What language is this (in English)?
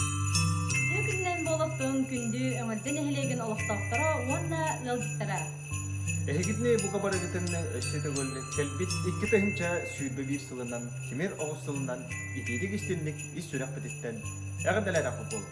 Yakut